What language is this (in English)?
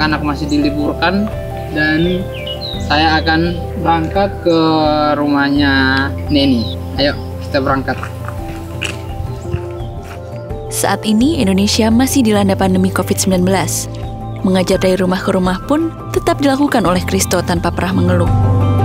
Indonesian